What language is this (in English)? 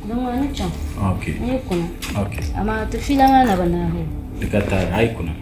Dagbani